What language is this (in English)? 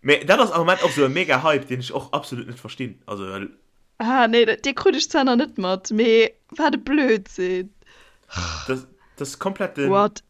Luxembourgish